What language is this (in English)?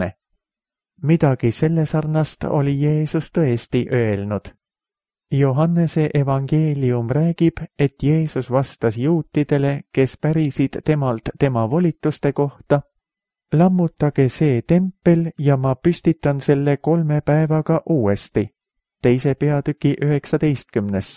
Estonian